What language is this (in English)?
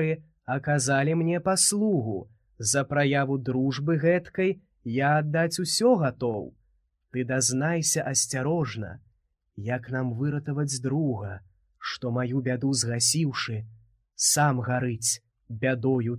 Belarusian